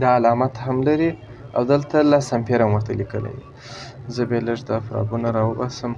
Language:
Pashto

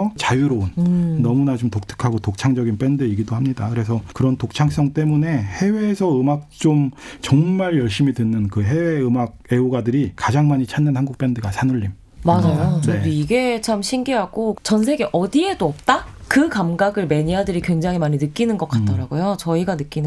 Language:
Korean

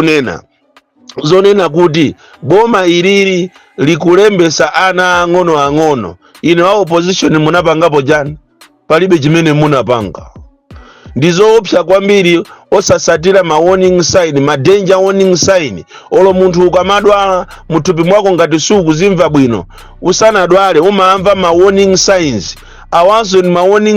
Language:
Nyanja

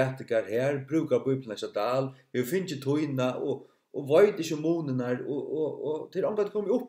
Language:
Faroese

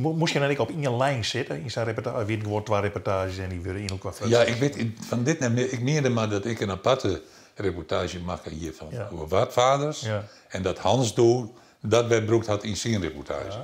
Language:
Western Frisian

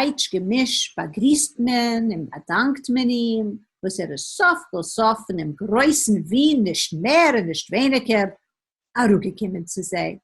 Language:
Yiddish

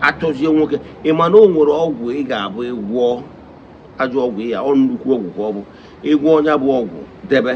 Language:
Igbo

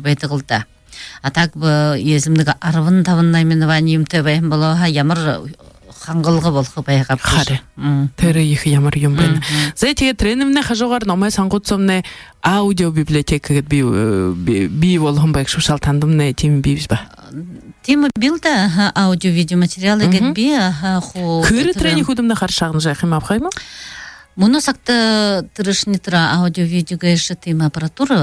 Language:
Buriat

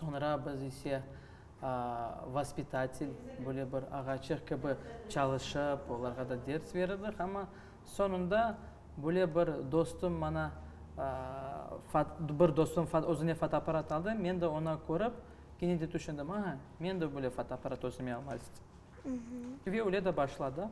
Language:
Crimean Tatar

